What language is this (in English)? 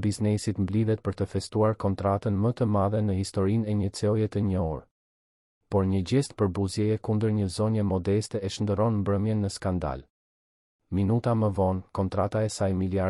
Albanian